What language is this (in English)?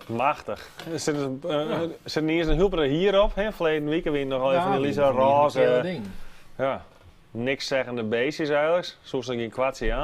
Western Frisian